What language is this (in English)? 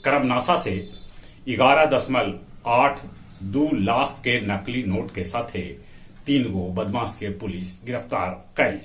Magahi